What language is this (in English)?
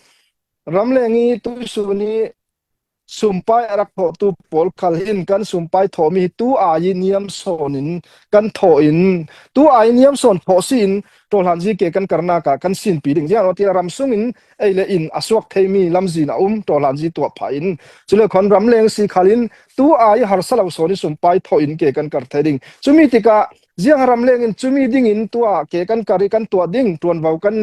Falam Chin